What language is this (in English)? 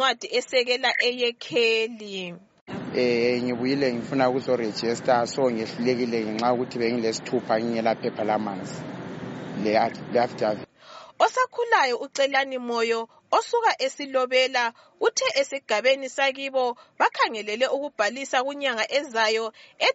North Ndebele